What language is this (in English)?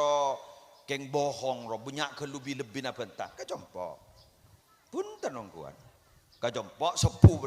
Madurese